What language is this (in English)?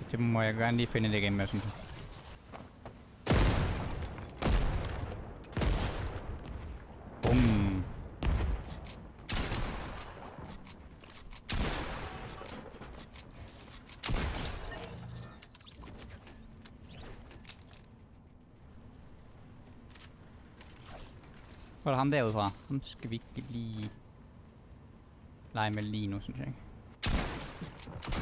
Danish